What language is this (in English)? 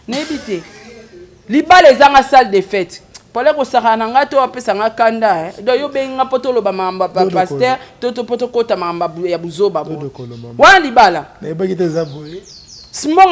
Lingala